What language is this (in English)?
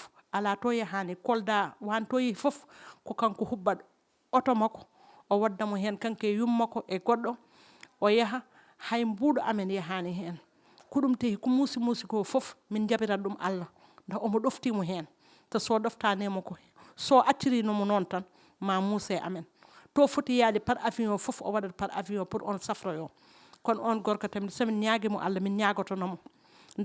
Fula